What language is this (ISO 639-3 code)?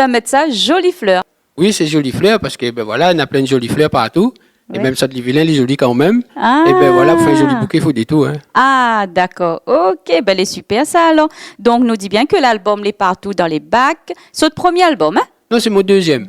rcf